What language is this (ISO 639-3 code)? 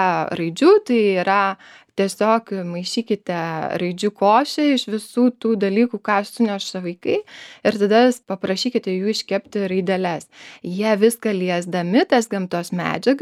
lit